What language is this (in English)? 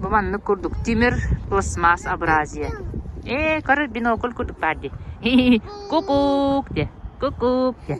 Yakut